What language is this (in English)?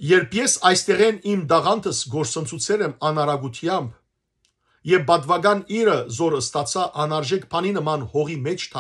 Western Armenian